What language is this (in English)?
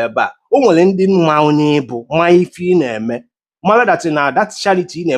Igbo